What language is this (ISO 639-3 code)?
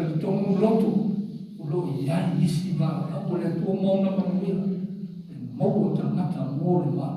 smo